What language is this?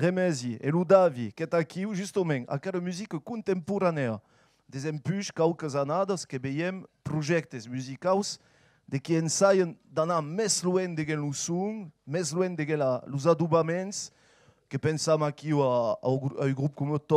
Occitan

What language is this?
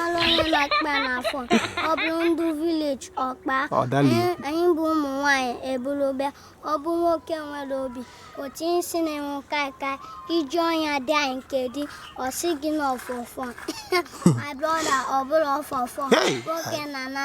Igbo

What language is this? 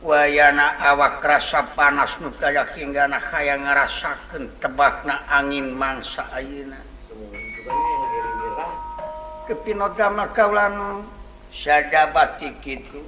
Sundanese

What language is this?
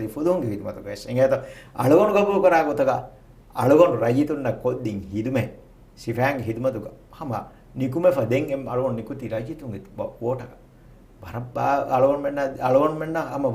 Divehi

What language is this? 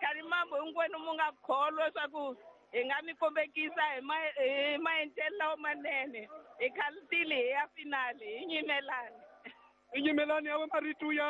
Tsonga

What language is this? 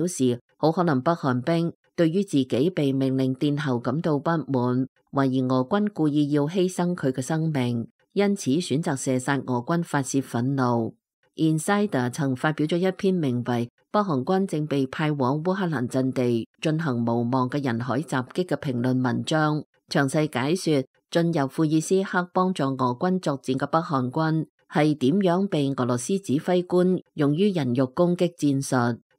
Cantonese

